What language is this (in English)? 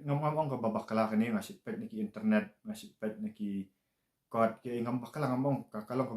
Khasi